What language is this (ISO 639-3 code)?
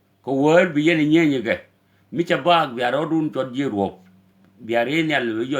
nus